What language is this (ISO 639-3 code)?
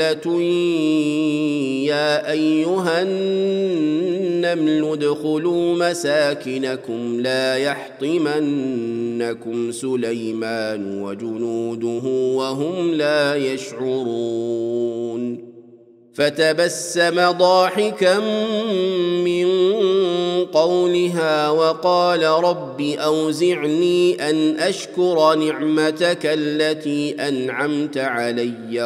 ara